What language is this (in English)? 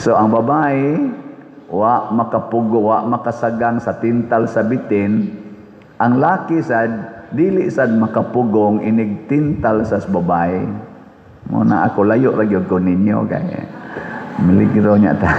Cebuano